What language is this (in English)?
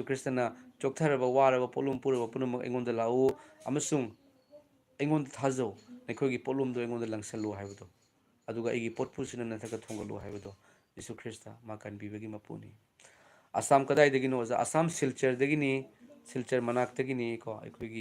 Manipuri